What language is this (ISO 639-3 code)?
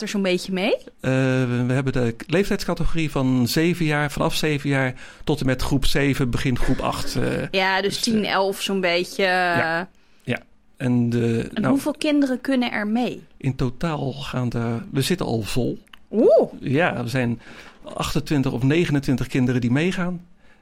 nld